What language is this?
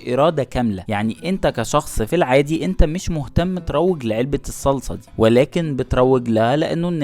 Egyptian Arabic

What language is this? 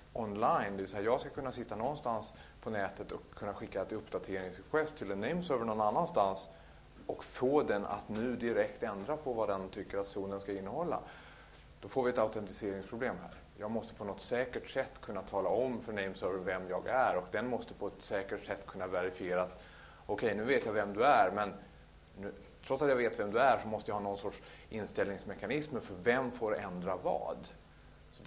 Swedish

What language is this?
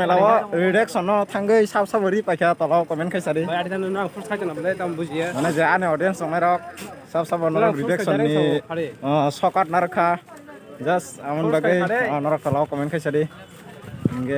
Kok Borok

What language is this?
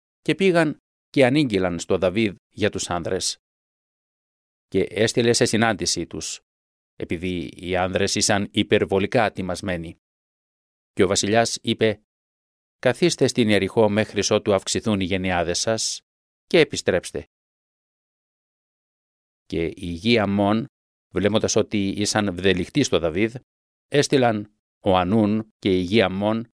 Greek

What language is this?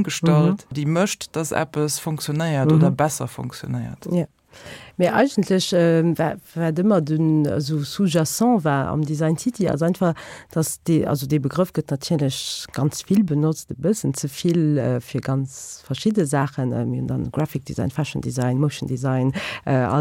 Luxembourgish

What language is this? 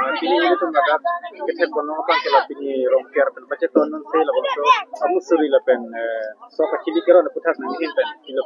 Karbi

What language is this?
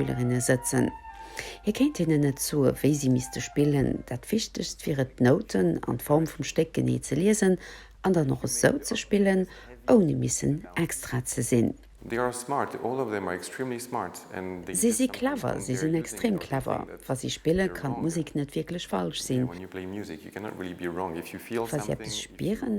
Luxembourgish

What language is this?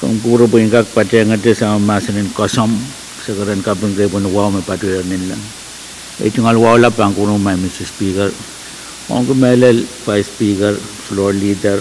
Pohnpeian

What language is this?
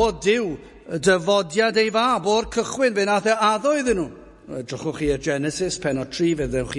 Welsh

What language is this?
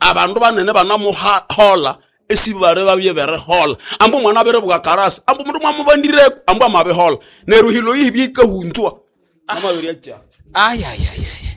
Nande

